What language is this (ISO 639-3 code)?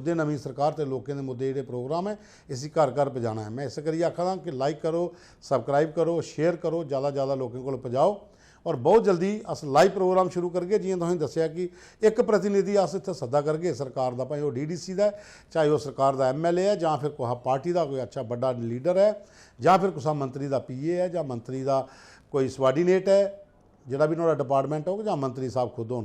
doi